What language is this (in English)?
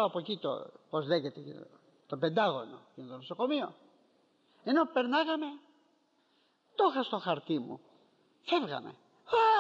Greek